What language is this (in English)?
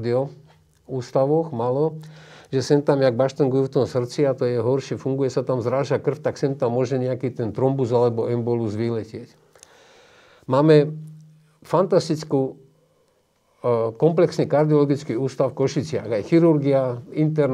Slovak